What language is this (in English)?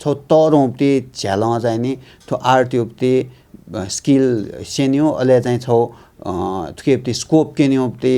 Newari